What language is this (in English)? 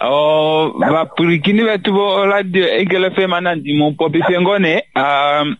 Kuanyama